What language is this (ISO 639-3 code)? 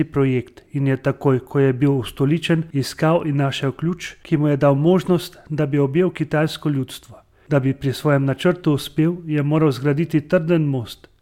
slv